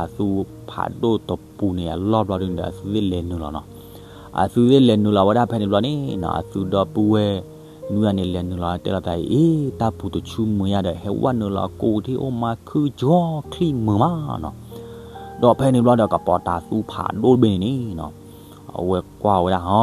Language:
S'gaw Karen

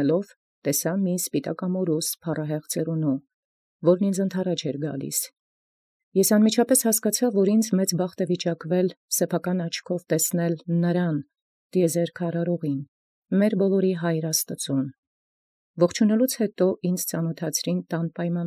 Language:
Armenian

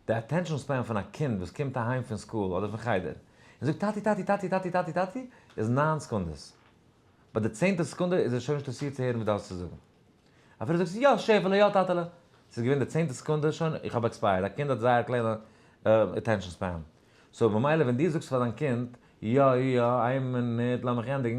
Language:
Yiddish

